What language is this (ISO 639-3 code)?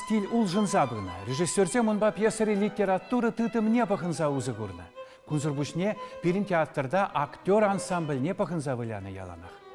chv